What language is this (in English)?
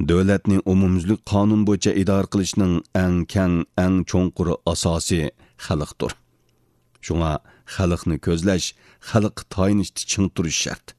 Uyghur